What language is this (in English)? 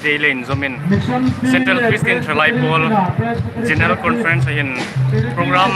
Hmar